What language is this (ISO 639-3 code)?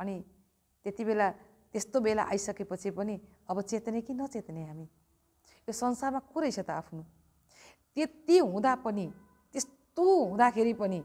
nep